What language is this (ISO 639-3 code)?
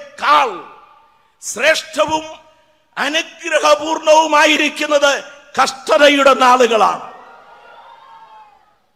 mal